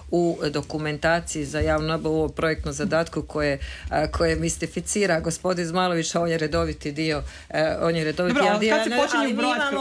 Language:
Croatian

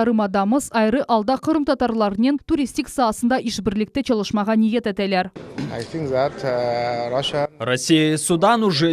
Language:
Crimean Tatar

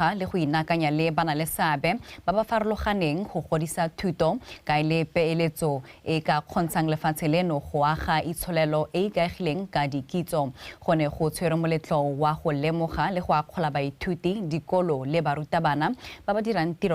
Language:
Tswana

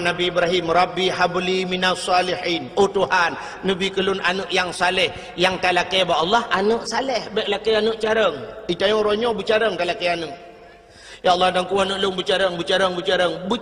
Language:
Achinese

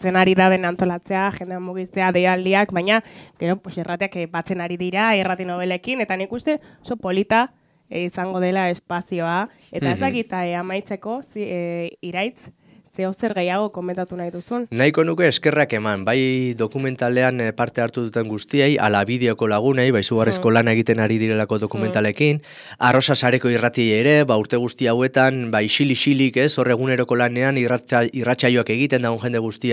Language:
Basque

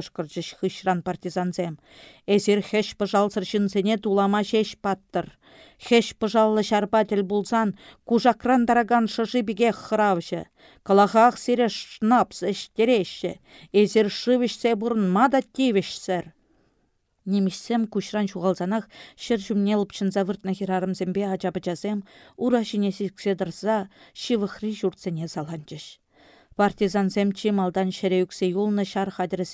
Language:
Chuvash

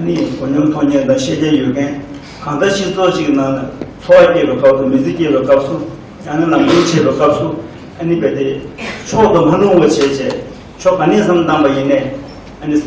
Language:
Tibetan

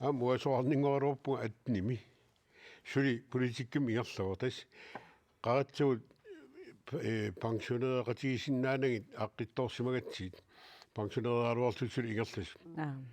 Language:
Kalaallisut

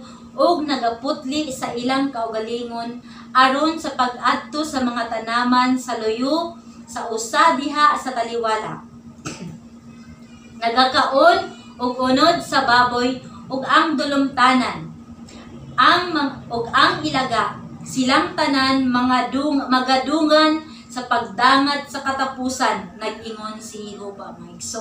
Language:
Cebuano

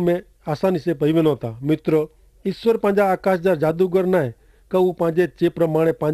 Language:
Kachhi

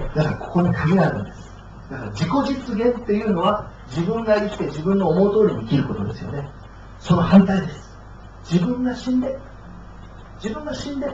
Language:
Japanese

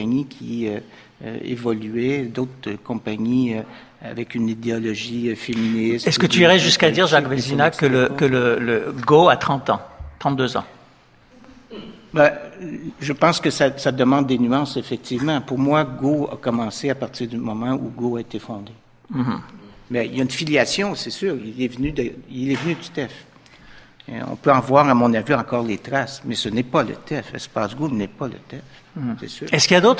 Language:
French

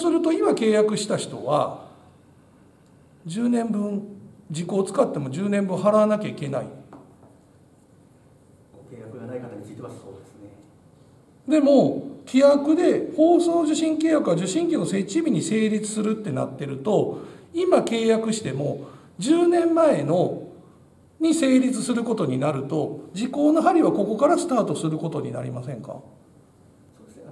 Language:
Japanese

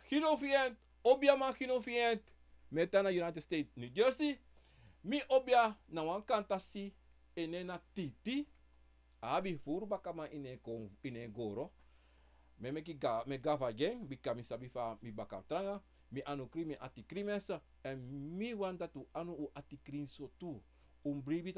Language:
Sranan Tongo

